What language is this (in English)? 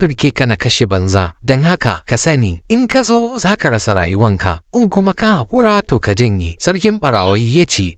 Hausa